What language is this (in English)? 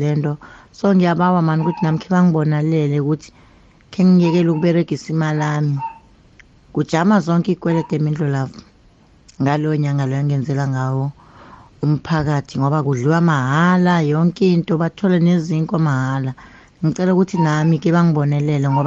South Ndebele